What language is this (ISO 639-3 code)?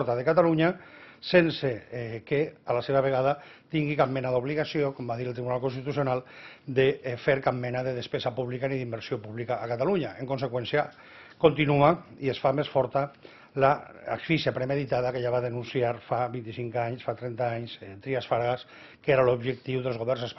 cat